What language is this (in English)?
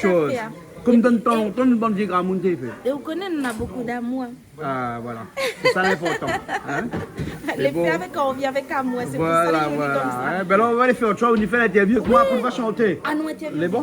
Réunion Creole French